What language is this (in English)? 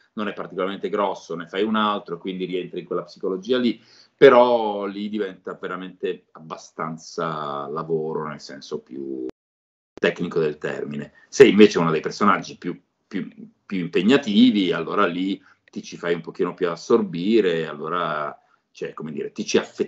Italian